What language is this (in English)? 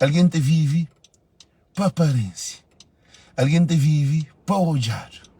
Kabuverdianu